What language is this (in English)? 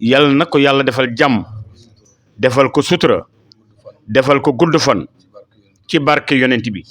Wolof